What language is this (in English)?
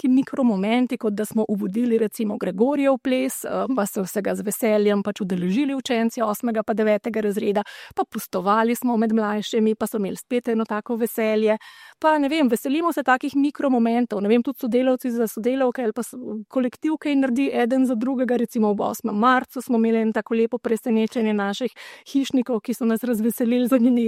Slovenian